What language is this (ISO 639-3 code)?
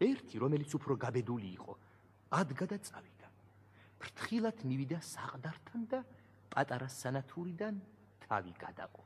kat